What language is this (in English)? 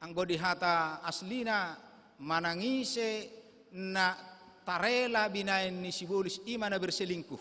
Batak Toba